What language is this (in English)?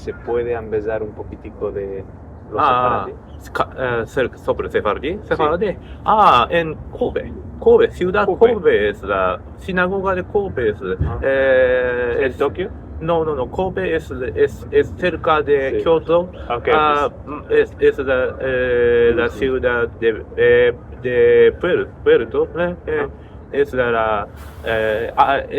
Ladino